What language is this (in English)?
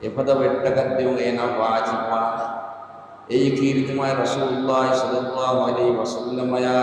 Divehi